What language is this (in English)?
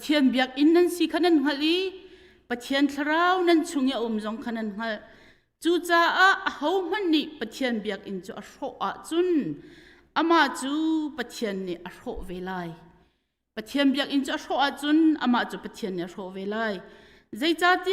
Hakha Chin